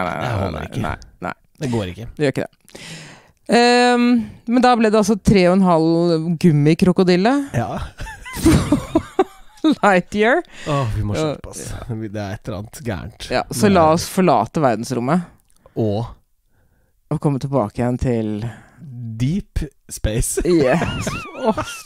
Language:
Norwegian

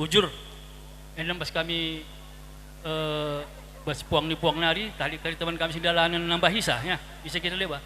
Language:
Batak Karo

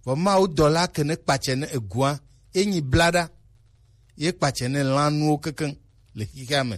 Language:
Gen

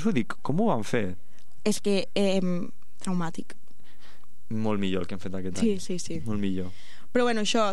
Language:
Catalan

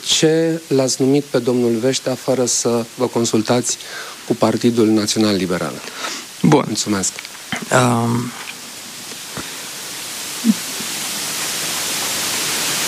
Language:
Romanian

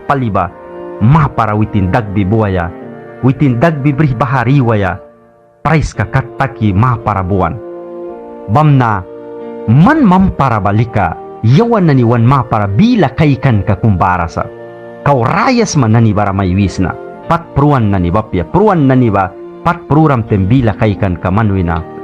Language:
Mískito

